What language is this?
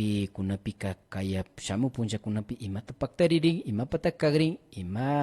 Imbabura Highland Quichua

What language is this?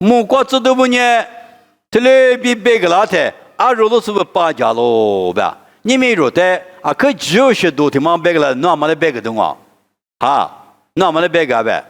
Lisu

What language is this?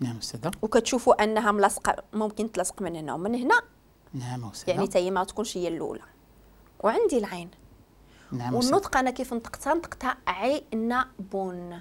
Moroccan Arabic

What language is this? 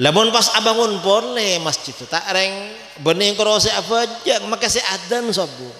Madurese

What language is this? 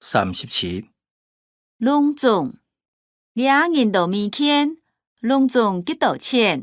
Hakka Chinese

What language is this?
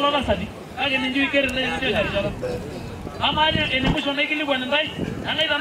Masai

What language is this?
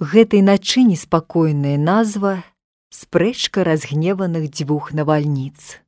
Belarusian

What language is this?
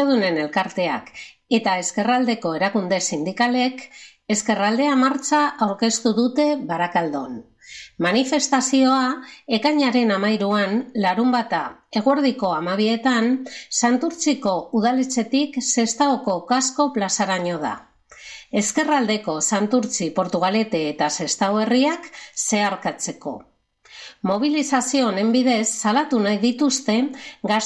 Basque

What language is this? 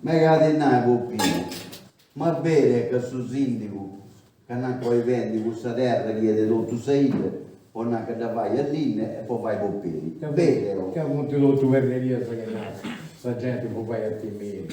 Sardinian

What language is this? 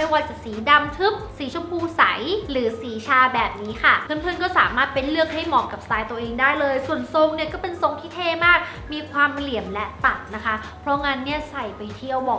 Thai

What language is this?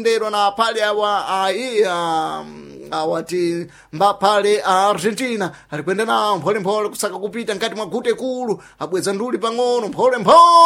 Sena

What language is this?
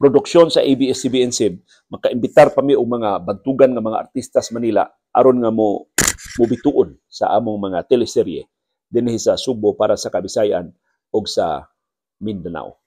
Cebuano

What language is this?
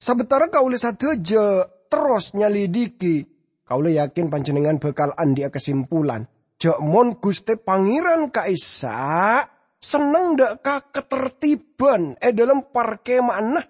Madurese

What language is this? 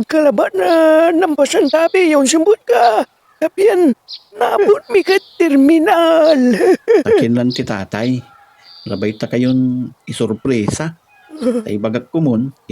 Pangasinan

